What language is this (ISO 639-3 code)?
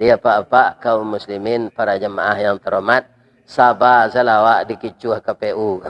min